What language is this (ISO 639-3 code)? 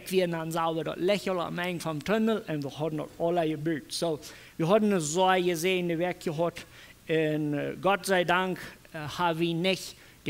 pdt